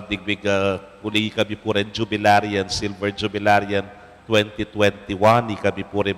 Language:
Pampanga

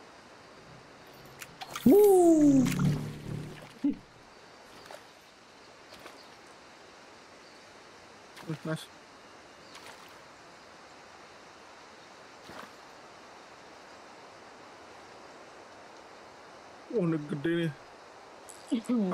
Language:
Indonesian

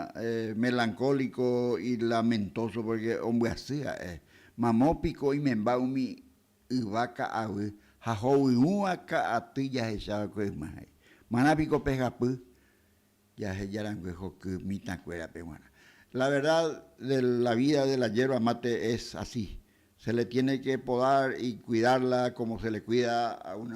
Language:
Guarani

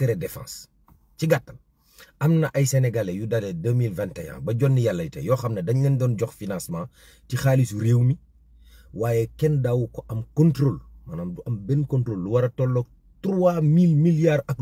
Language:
Wolof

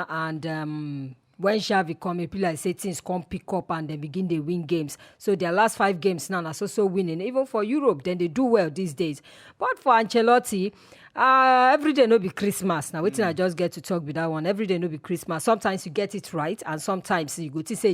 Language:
Nigerian Pidgin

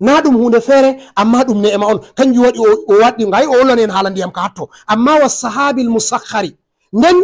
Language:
Fula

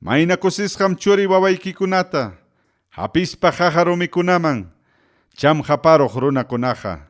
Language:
Ayacucho Quechua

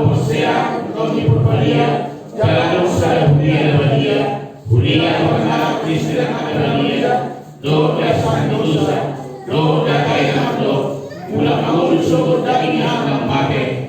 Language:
Batak Toba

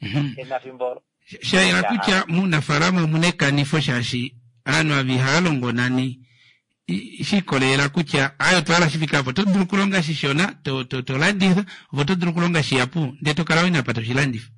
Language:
Kuanyama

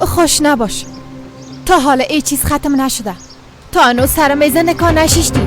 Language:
Persian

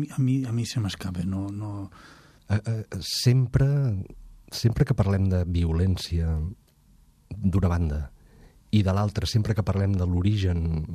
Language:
Catalan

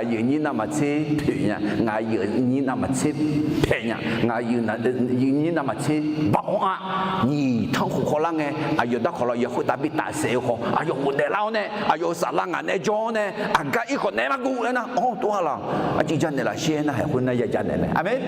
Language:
Akha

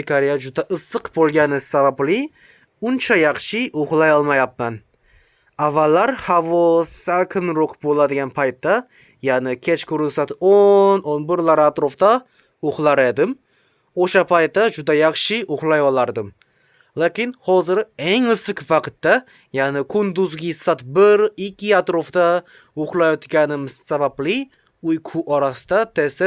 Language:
Uzbek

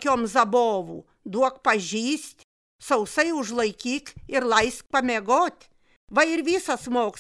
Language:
Lithuanian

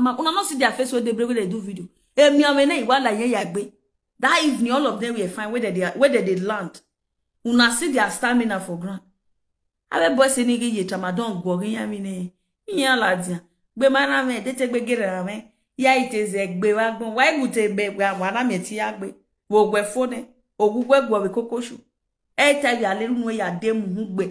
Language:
Nigerian Pidgin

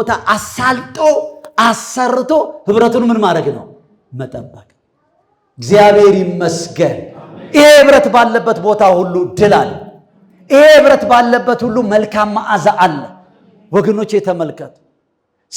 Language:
Amharic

